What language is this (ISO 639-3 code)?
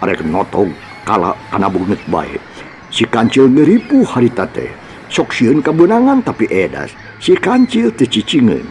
sun